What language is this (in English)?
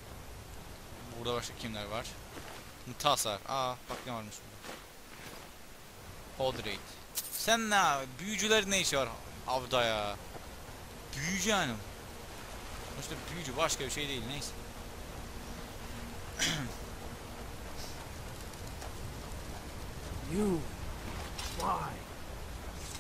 Turkish